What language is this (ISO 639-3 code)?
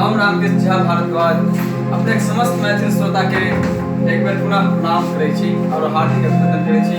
mai